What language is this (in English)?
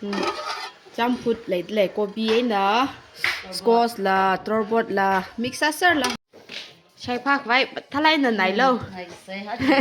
Tangkhul Naga (India)